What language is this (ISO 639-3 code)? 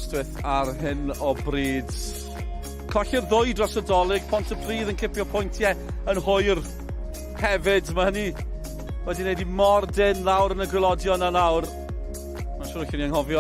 cym